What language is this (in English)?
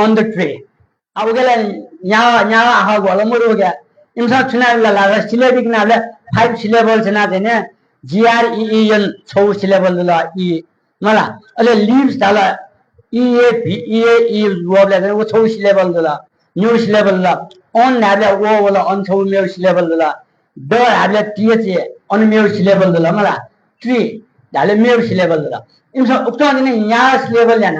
Newari